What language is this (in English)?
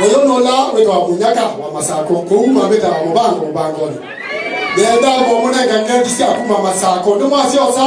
Kamba